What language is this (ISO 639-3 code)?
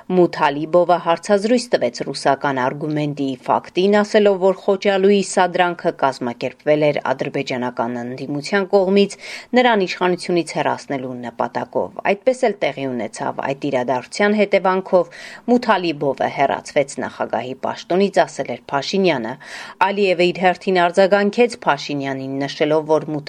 hye